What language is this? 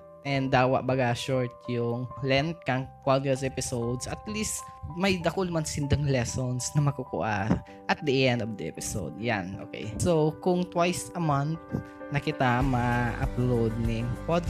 Bikol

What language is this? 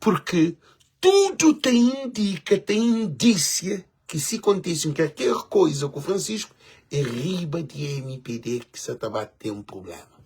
Kabuverdianu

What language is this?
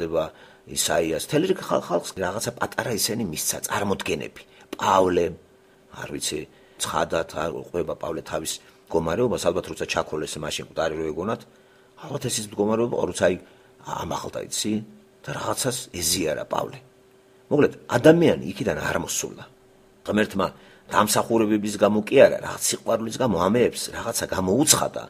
Georgian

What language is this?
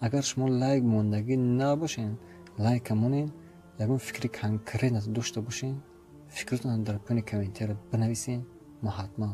Tajik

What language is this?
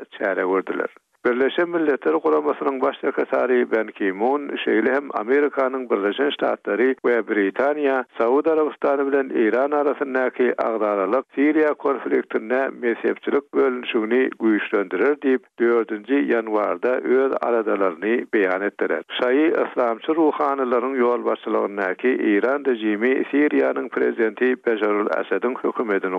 Turkmen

